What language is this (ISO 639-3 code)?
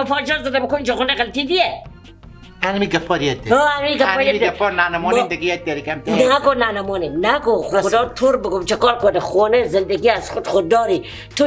fas